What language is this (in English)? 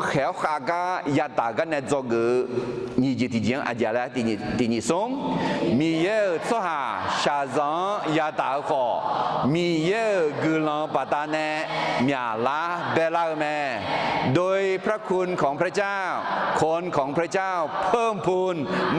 Akha